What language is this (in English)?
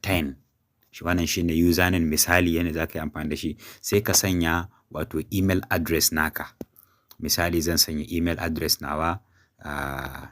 Hausa